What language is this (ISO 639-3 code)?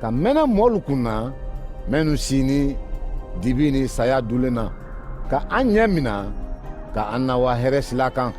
man